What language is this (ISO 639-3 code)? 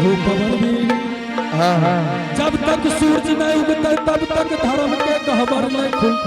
anp